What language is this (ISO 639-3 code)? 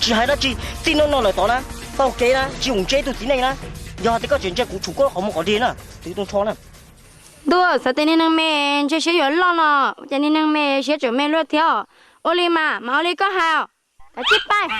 hmn